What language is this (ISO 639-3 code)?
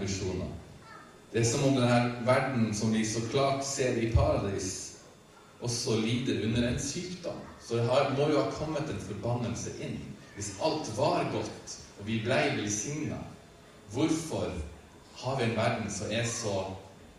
nor